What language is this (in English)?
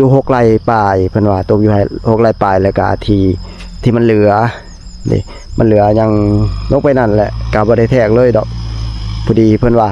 Lao